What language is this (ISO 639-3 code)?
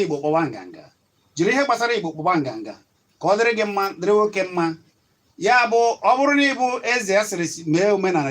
ibo